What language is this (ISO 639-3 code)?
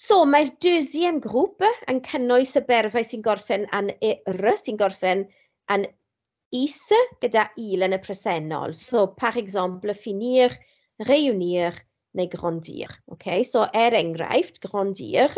cym